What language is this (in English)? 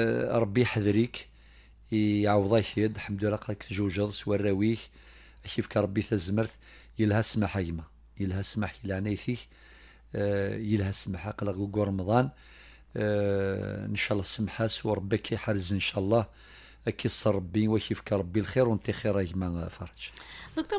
Kabyle